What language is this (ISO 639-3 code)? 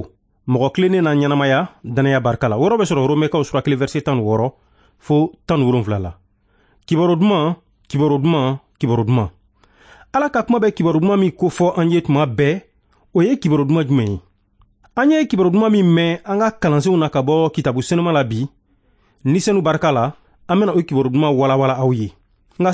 bam